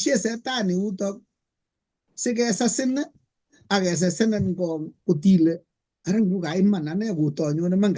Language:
Kalenjin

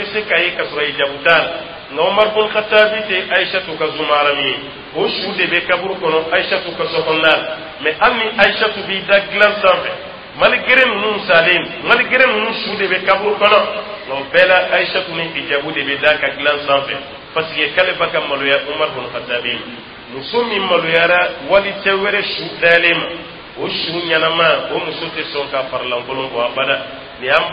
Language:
Dyula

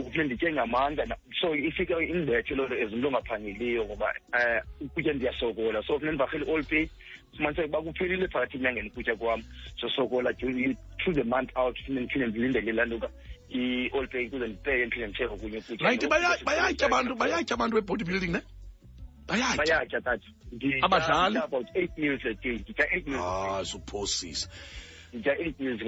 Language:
Xhosa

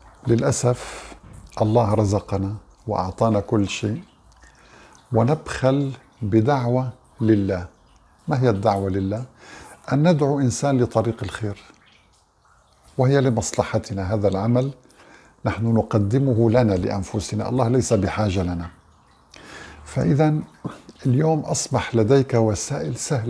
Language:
Arabic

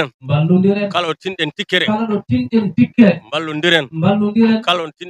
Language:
Fula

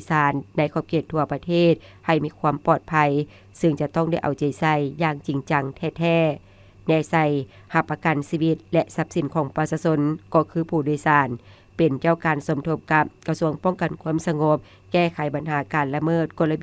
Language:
Lao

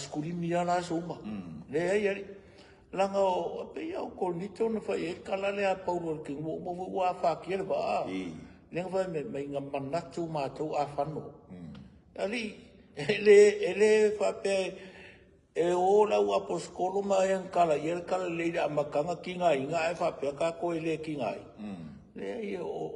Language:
Samoan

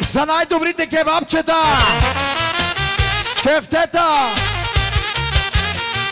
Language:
Bulgarian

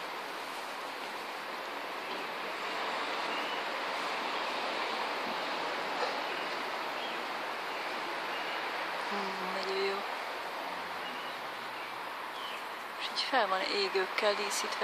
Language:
Hungarian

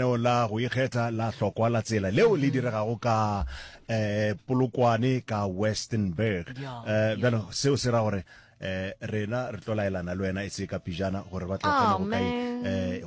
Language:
Northern Sotho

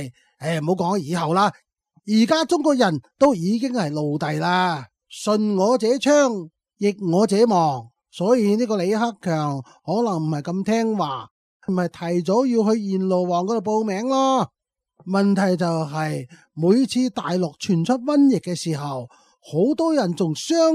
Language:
Cantonese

